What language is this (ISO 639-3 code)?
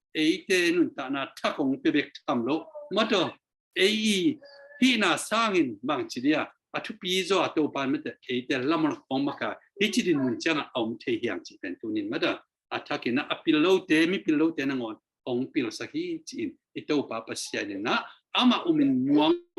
ctd